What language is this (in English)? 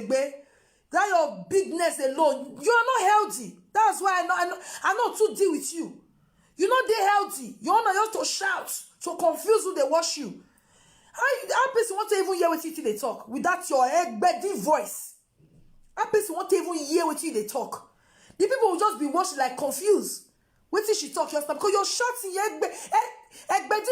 Nigerian Pidgin